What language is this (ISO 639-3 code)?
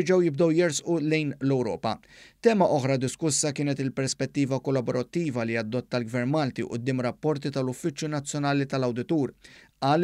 mlt